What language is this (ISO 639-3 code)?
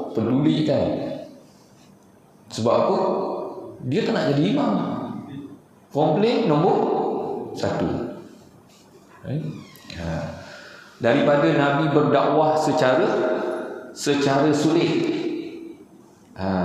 msa